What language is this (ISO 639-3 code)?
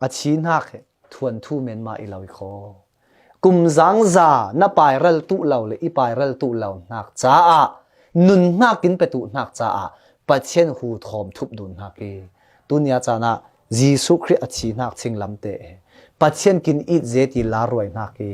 cfm